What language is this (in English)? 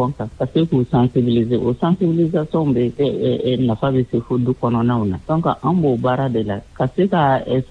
Bambara